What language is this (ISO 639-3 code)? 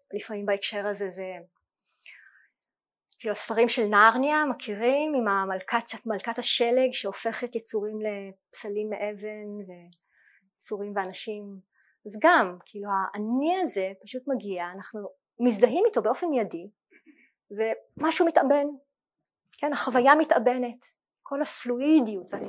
heb